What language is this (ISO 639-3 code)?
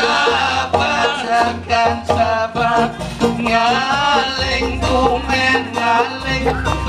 ban